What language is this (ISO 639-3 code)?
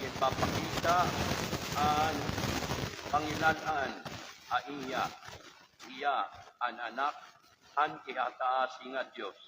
war